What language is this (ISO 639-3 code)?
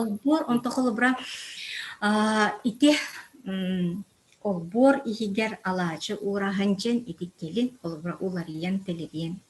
sah